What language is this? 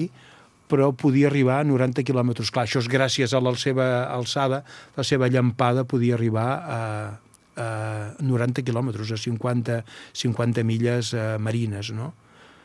Catalan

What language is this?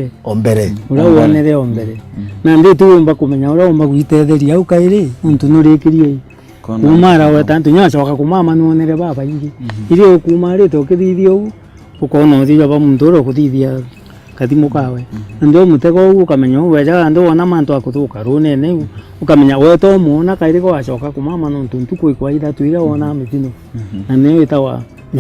Meru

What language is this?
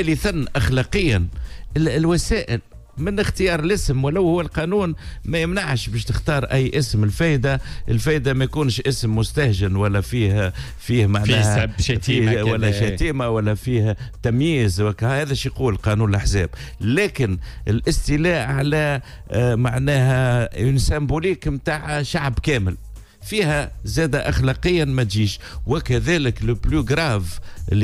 Tunisian Arabic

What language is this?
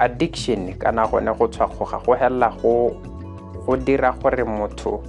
Tswana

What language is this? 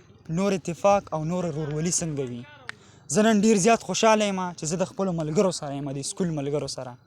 Pashto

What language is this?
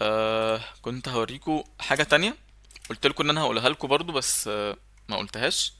Egyptian Arabic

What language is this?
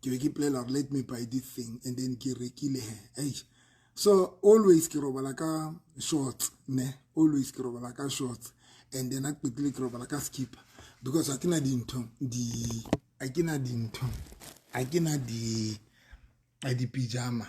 Southern Sotho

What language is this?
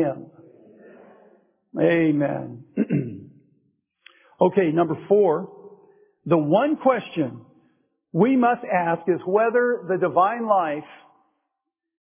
English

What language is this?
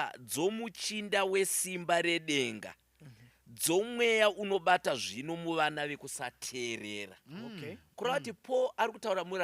Shona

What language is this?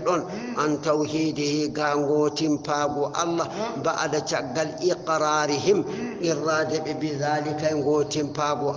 Fula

